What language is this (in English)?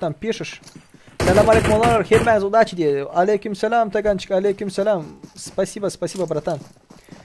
Turkmen